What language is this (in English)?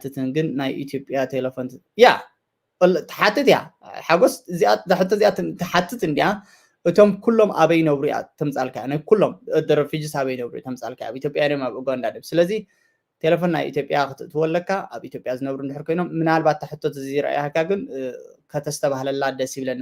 Tigrinya